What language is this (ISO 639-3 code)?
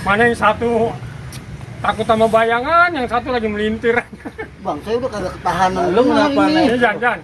bew